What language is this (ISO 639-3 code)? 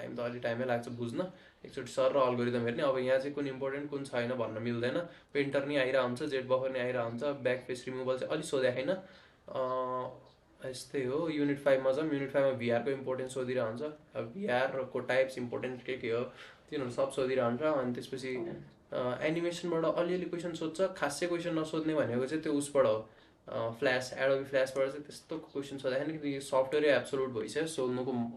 nep